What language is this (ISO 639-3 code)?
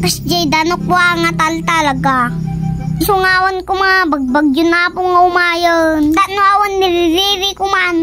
ilo